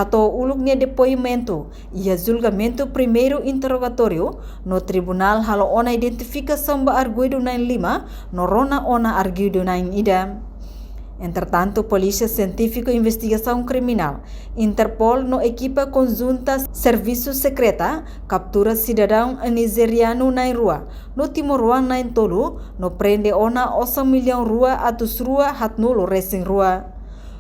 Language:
Tetum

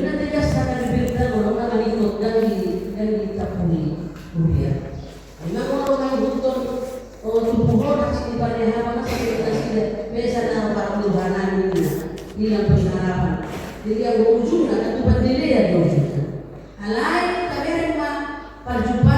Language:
Batak Toba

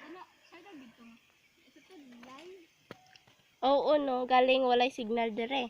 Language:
Cebuano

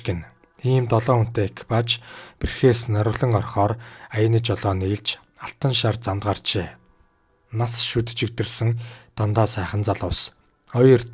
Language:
Mongolian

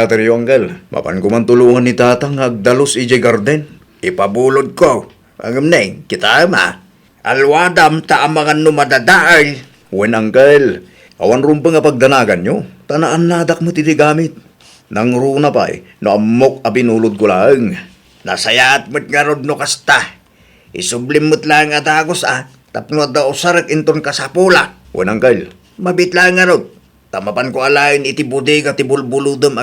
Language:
Iloko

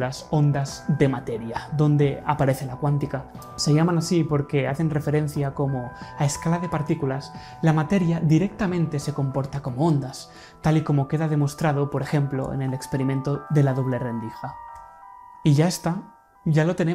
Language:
Spanish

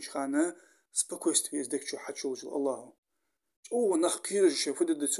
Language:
Ingush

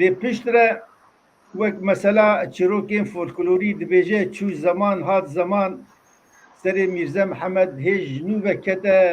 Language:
Kurdish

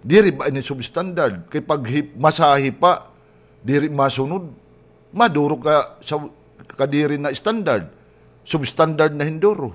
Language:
Waray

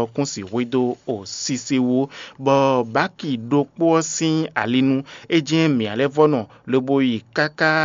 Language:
Fon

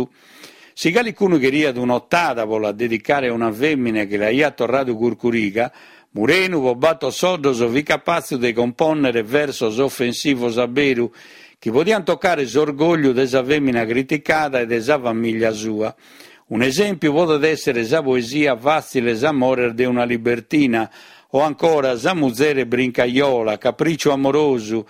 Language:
Sardinian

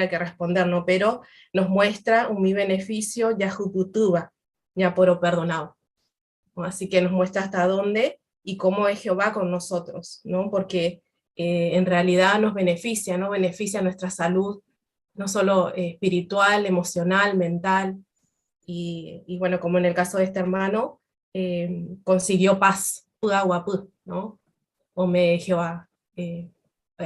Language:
Guarani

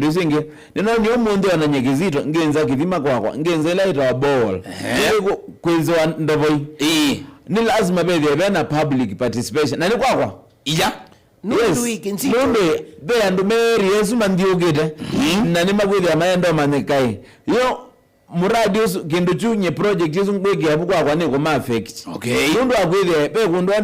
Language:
Kamba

